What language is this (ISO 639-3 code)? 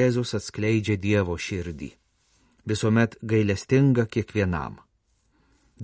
lit